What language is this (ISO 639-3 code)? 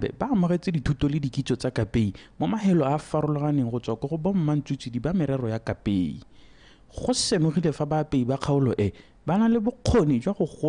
tsn